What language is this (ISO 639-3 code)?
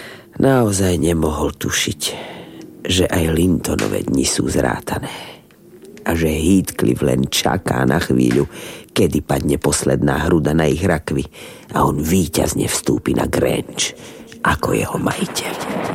slk